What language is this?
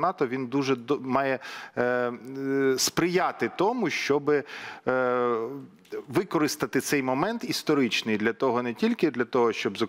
Ukrainian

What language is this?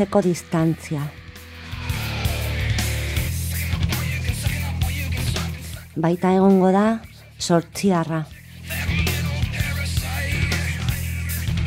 Basque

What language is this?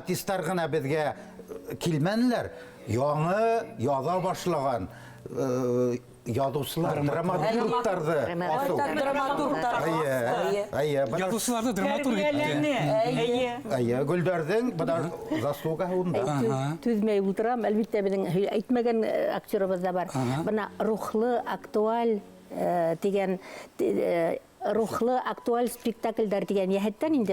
Bashkir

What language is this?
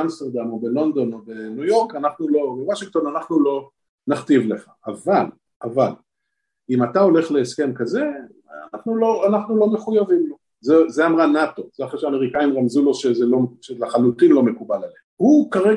Hebrew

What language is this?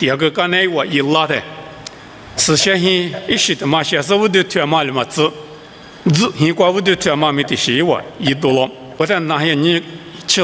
Lisu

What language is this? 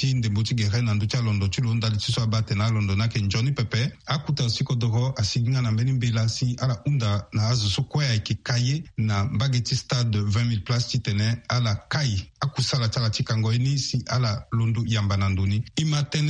Sango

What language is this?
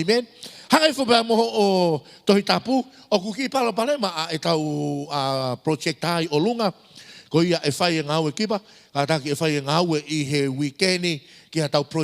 Tongan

